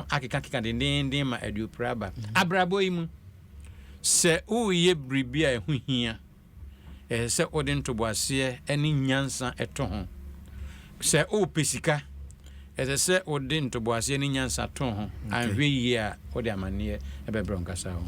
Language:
Akan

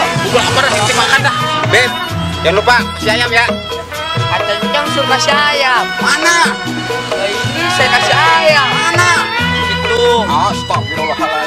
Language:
Betawi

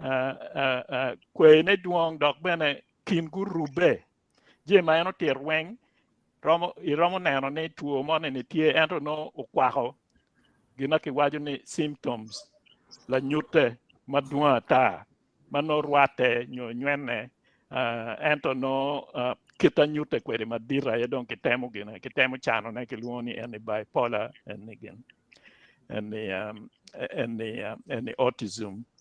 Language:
Acoli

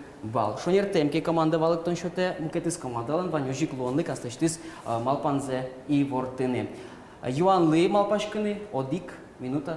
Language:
Udmurt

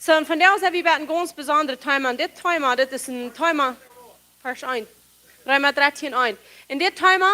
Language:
Plautdietsch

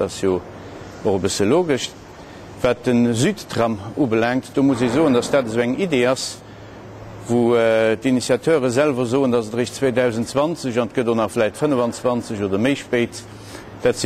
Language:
Luxembourgish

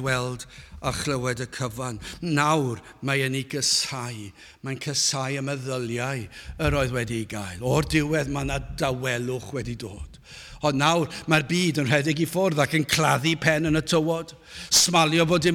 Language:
Welsh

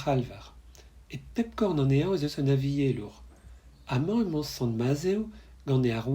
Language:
Breton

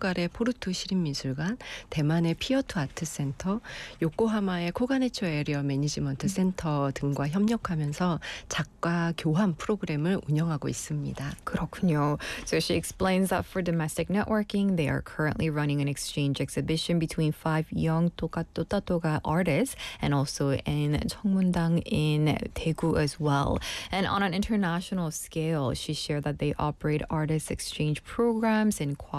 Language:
Korean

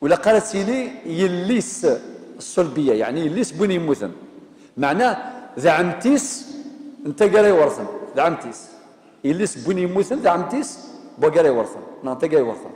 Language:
Kabyle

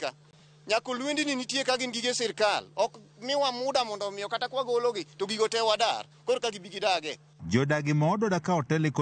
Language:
Luo (Kenya and Tanzania)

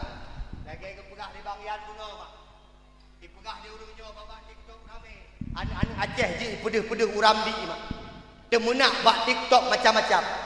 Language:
Achinese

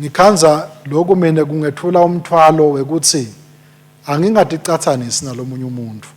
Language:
Swati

